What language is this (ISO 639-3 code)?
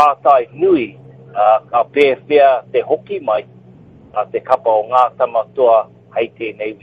mri